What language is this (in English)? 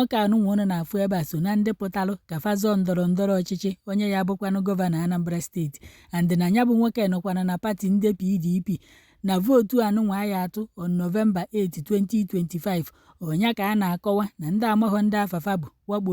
Igbo